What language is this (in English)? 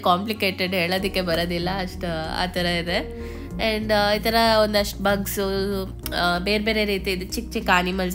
Kannada